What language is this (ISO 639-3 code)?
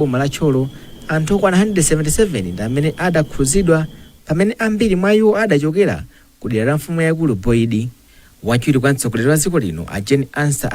nya